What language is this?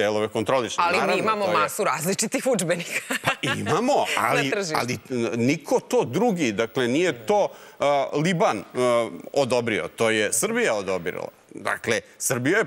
Serbian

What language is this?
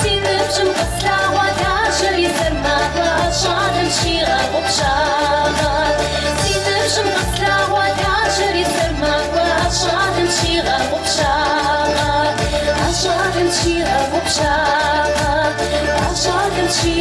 Kabardian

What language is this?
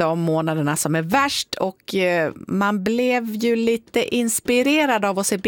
Swedish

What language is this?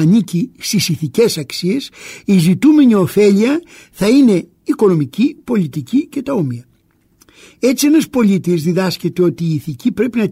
Greek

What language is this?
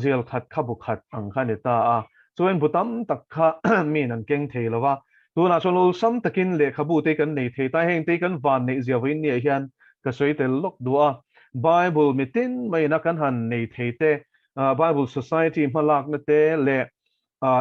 Mizo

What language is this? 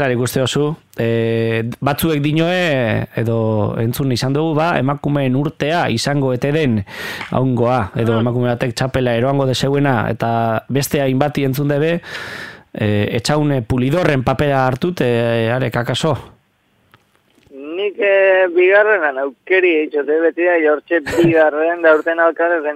Basque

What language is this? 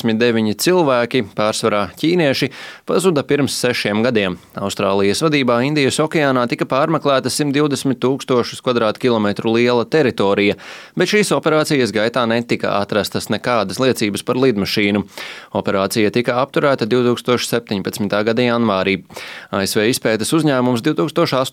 Latvian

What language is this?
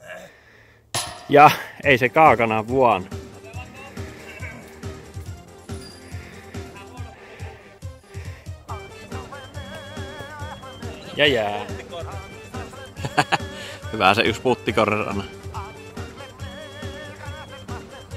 Finnish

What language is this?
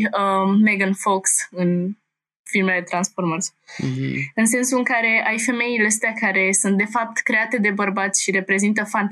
Romanian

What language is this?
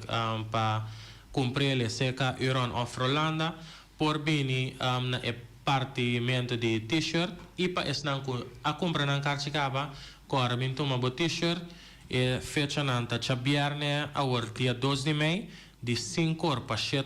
Papiamento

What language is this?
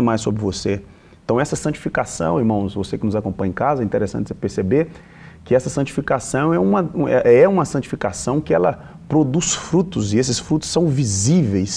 Portuguese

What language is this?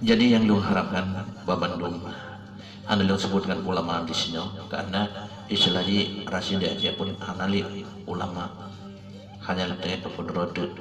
Achinese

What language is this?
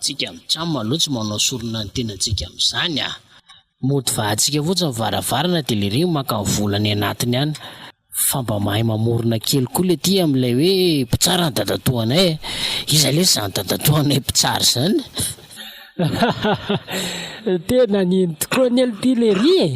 Malagasy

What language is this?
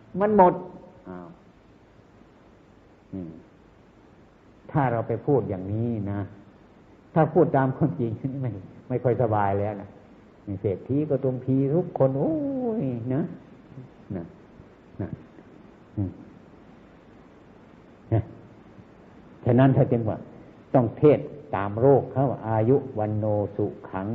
Thai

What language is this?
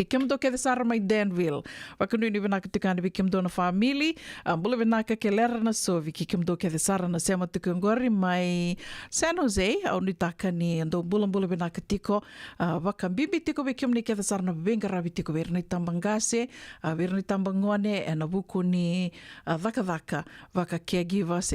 Fijian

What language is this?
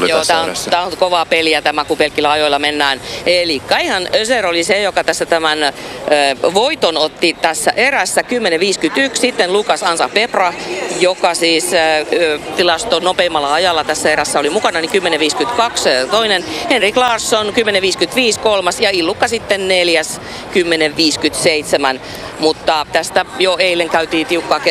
Finnish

